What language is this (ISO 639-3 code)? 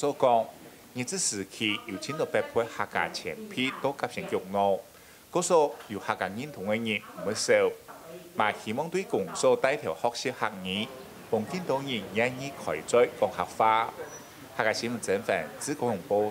hak